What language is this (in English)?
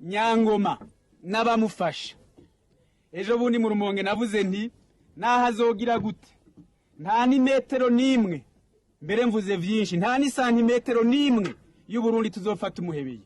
Rundi